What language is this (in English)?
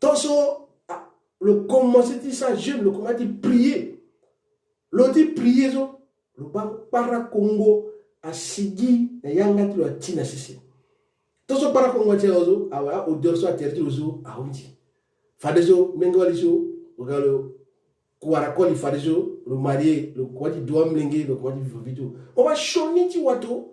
Sango